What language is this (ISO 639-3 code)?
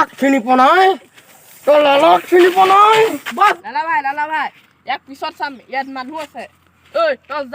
asm